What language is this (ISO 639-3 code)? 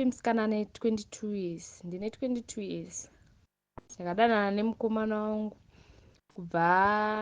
sna